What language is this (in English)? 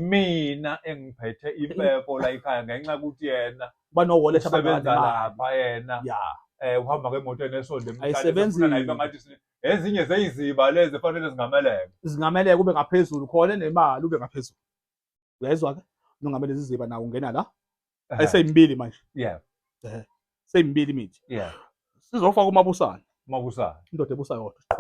Zulu